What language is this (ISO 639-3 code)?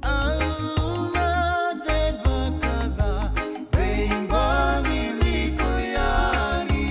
fij